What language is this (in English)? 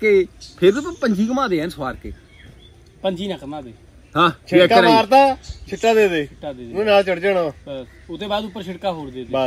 Punjabi